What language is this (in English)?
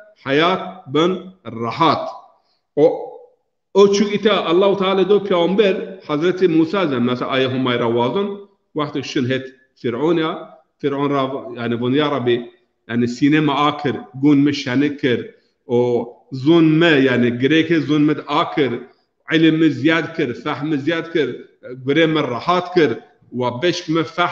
Zaza